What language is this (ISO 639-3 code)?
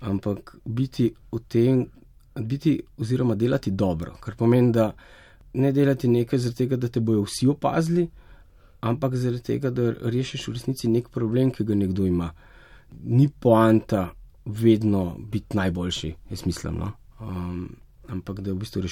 slv